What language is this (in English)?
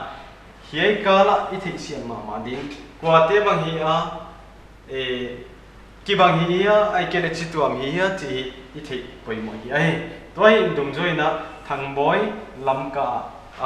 Paite Chin